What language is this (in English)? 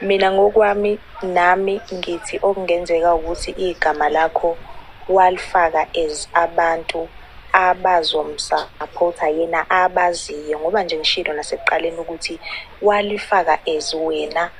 Zulu